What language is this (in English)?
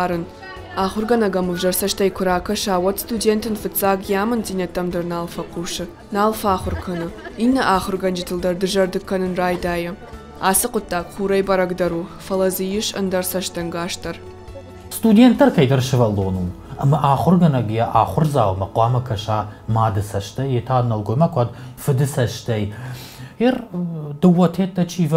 Ossetic